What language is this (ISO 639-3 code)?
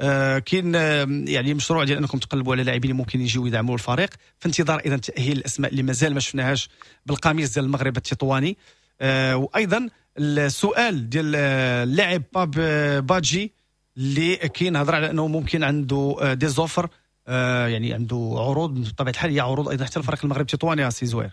ary